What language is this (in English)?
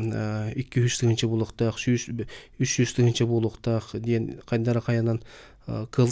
Yakut